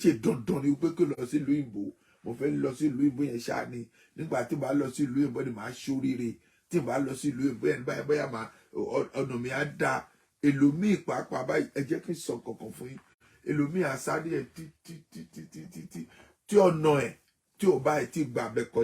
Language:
Yoruba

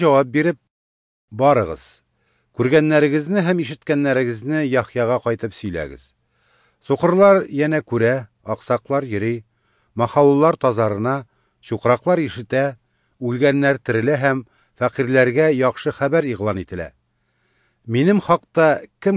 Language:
Tatar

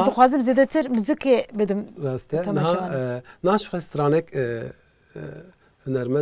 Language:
Kurdish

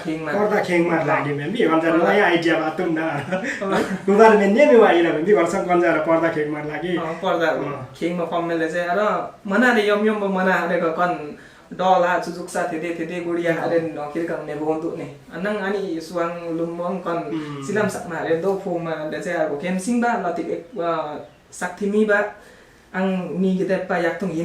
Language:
Limbu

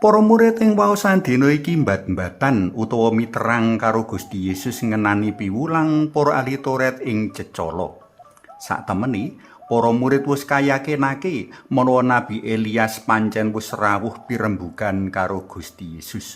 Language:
Javanese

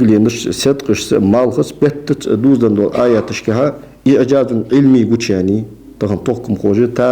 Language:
Ingush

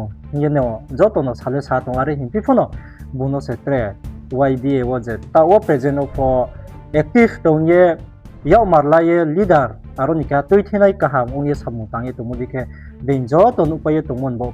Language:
Riang (India)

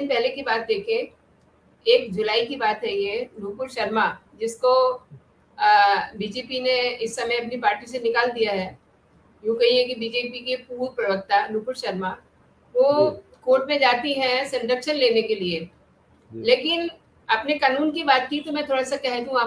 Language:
Hindi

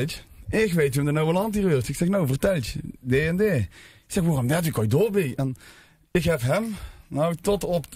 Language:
Limburgish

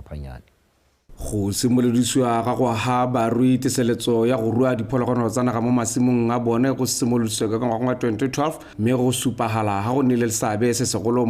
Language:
Tswana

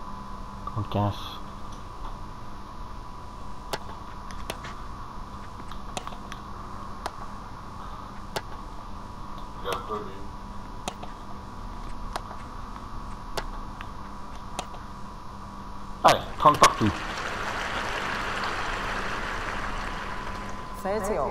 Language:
French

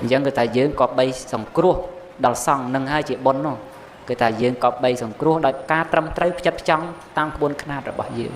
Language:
Khmer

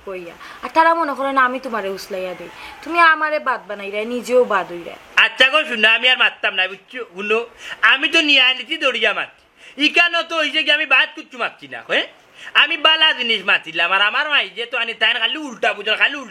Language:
Sylheti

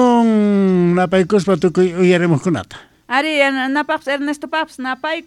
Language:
South Bolivian Quechua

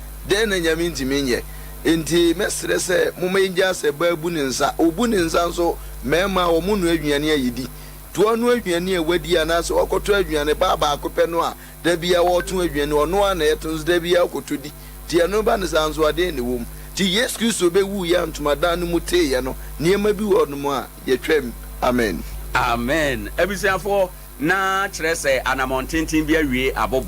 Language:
Akan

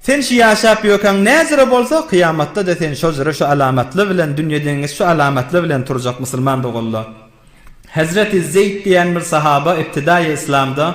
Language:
Turkmen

